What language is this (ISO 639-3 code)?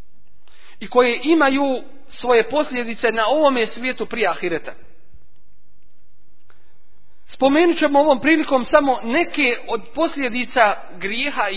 bos